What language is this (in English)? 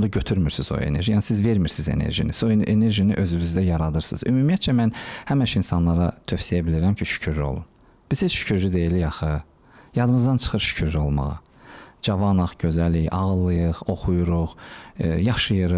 Azerbaijani